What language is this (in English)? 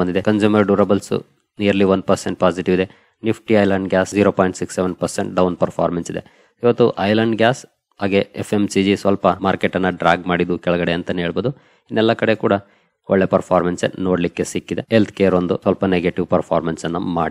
Kannada